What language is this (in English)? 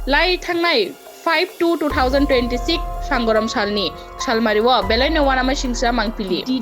Kok Borok